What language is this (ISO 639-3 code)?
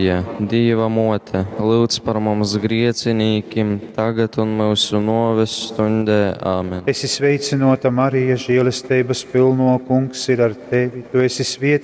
ltg